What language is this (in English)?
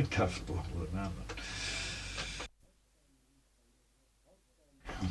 Icelandic